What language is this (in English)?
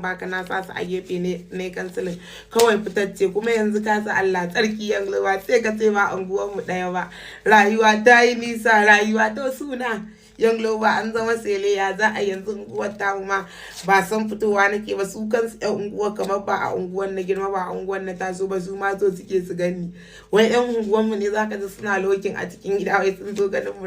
Hausa